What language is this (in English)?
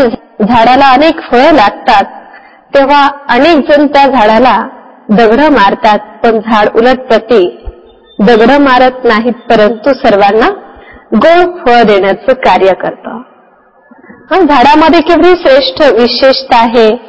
Marathi